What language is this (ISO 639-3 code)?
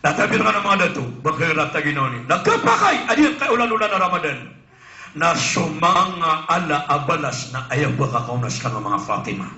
mrw